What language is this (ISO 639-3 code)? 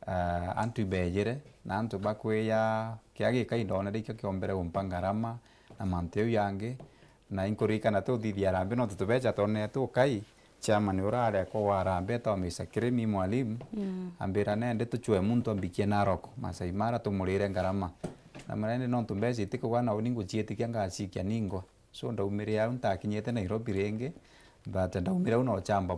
mer